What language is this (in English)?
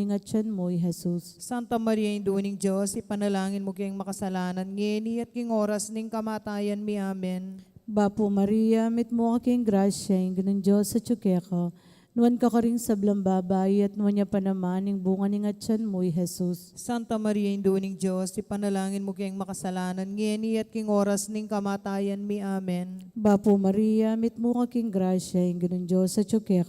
Pampanga